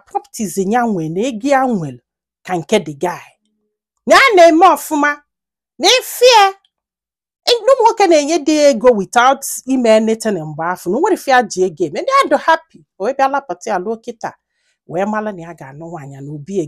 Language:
Igbo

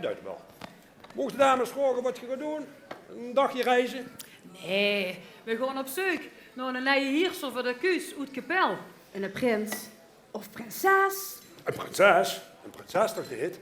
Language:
Limburgish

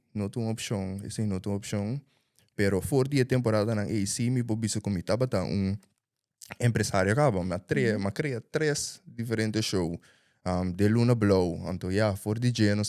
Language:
Papiamento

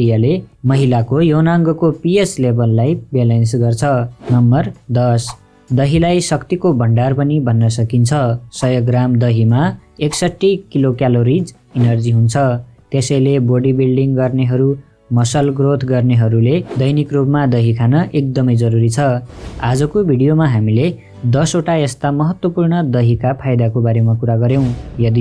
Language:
Nepali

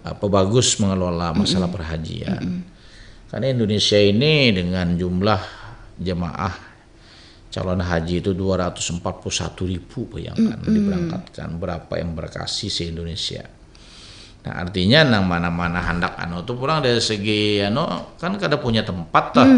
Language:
Banjar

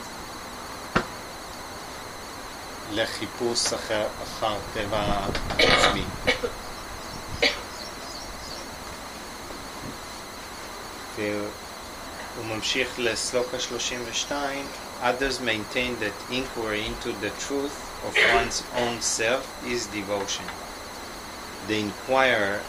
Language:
Hebrew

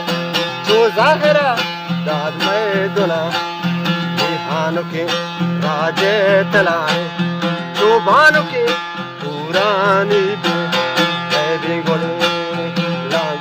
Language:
Eastern Balochi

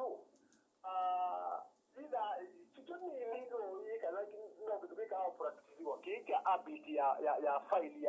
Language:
Kamba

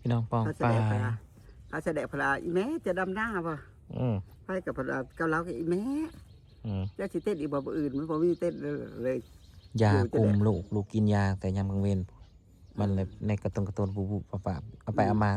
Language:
Northeastern Thai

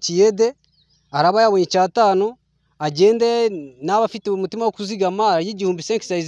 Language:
Kinyarwanda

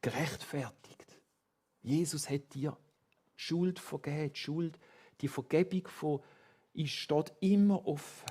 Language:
Swiss German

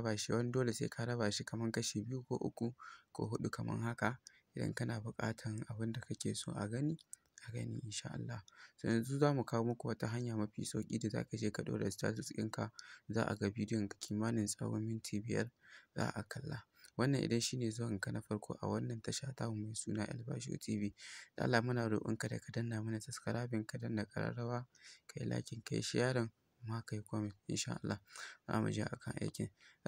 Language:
Hausa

